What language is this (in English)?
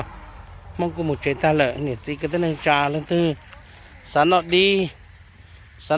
Hmong